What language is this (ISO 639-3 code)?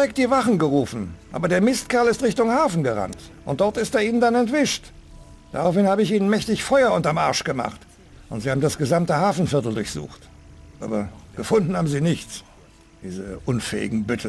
bar